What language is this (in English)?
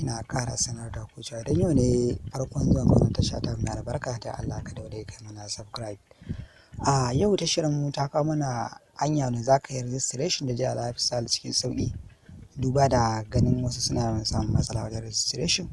Hausa